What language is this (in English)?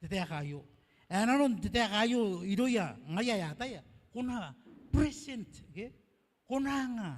Gilbertese